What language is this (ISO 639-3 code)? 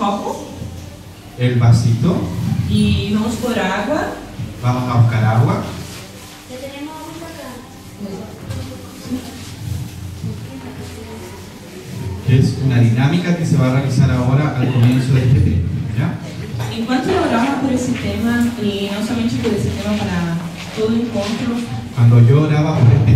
spa